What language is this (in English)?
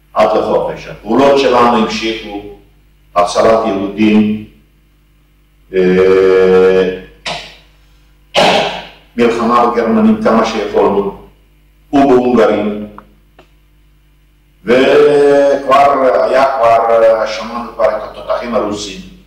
Hebrew